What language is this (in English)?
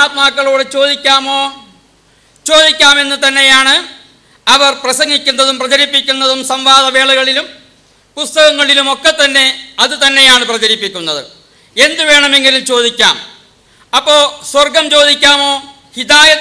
Malayalam